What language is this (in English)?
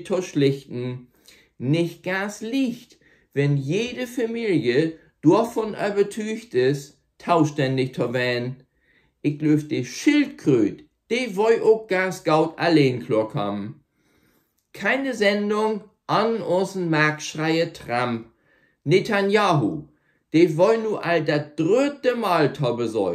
Low German